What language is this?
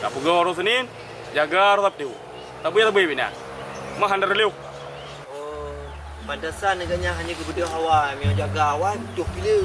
Achinese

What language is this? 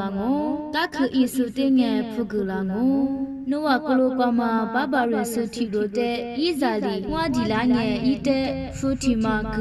Lisu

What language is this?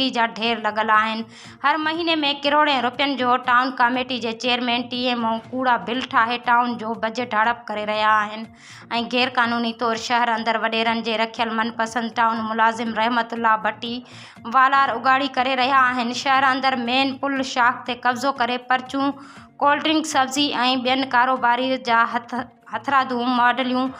Sindhi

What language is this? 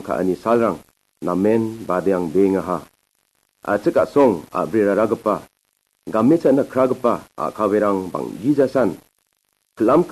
Garo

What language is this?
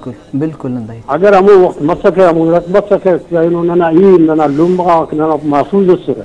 Brahui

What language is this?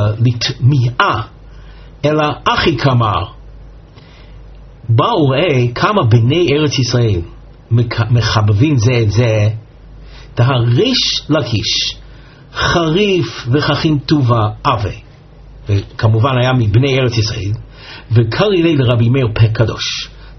Hebrew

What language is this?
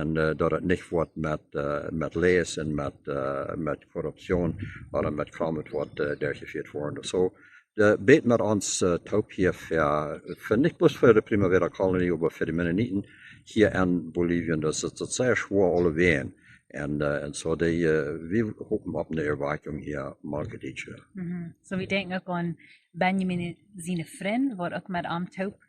Plautdietsch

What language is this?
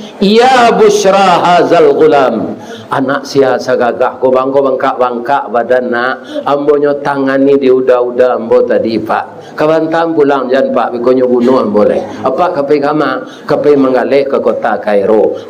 Minangkabau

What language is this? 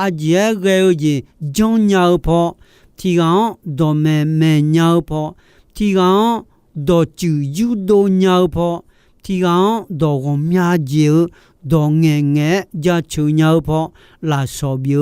Akha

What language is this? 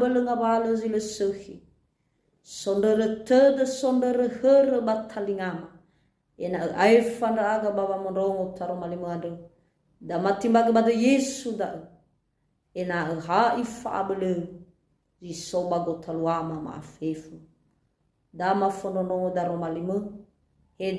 Nias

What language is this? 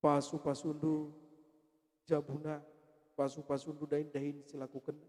Batak Karo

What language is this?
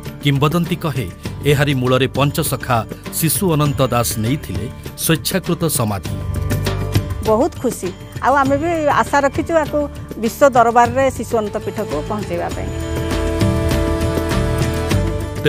Odia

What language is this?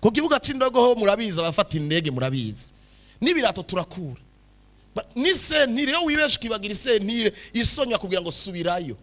Rundi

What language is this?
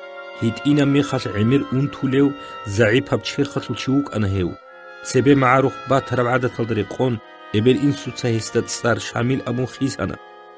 Avaric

